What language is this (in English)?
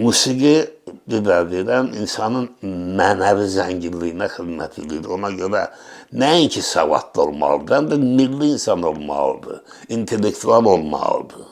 Azerbaijani